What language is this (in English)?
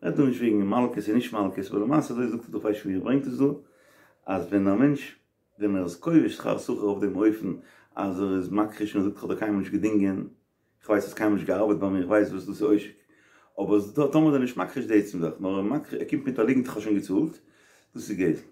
Yiddish